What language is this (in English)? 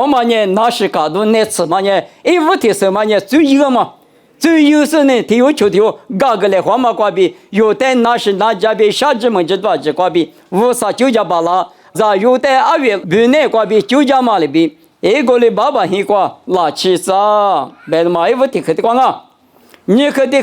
Lisu